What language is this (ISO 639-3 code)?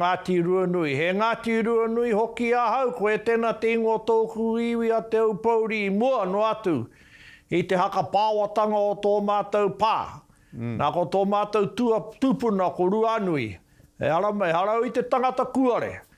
mri